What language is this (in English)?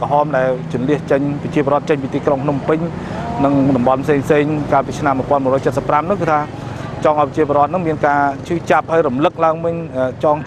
Khmer